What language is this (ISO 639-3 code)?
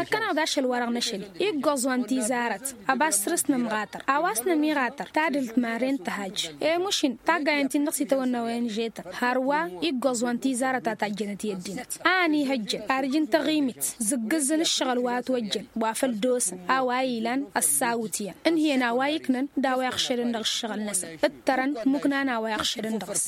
taq